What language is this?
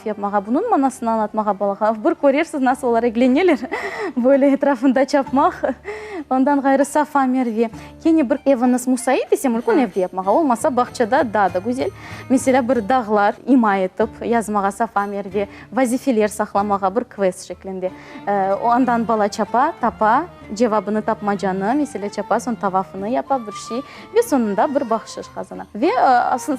Crimean Tatar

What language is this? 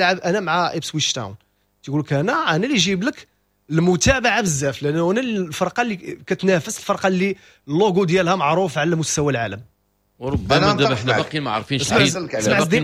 Moroccan Arabic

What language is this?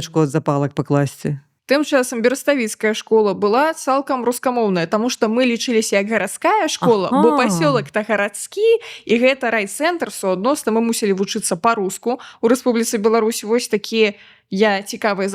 Belarusian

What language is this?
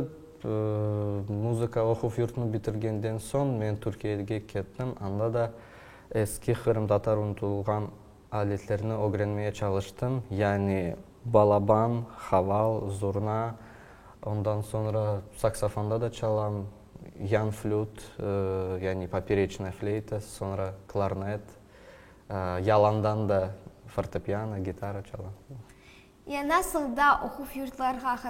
Crimean Tatar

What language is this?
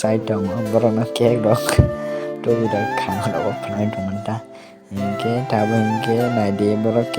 Kok Borok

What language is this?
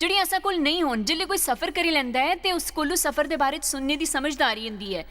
Dogri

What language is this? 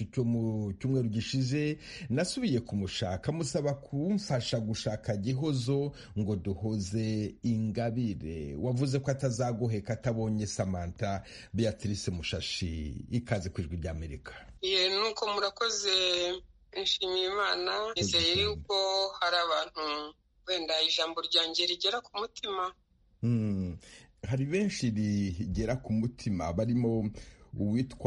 Kinyarwanda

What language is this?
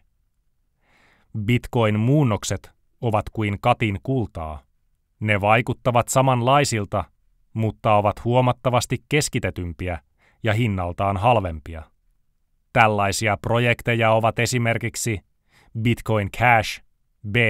Finnish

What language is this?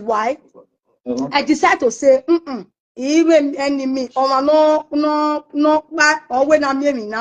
Nigerian Pidgin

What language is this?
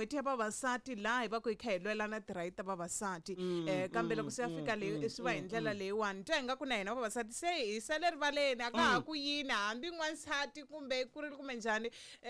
Tsonga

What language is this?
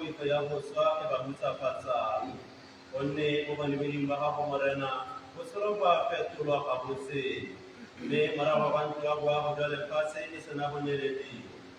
Tswana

